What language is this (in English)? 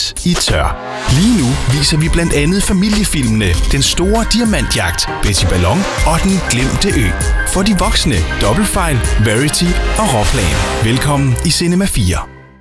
Danish